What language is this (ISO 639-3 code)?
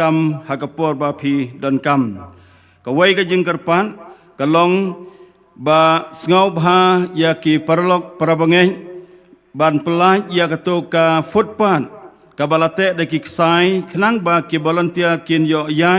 kha